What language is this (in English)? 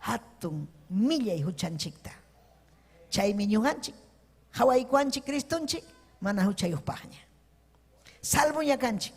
Ayacucho Quechua